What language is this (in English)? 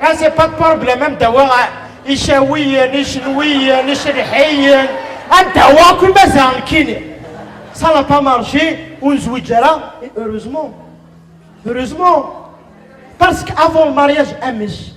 Kabyle